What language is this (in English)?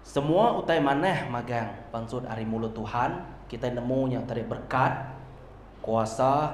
Iban